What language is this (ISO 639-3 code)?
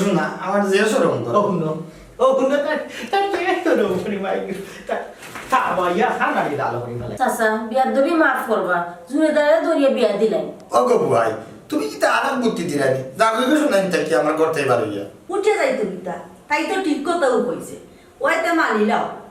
syl